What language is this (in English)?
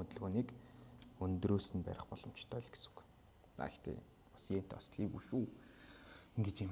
Mongolian